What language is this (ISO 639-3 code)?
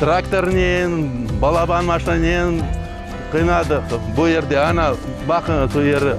crh